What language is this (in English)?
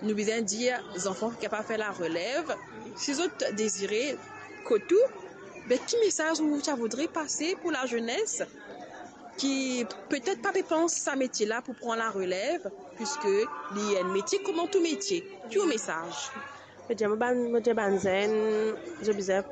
Morisyen